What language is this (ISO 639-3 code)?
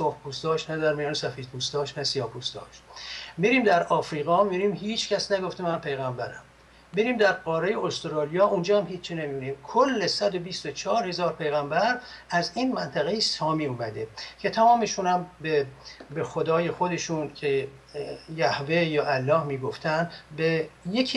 fas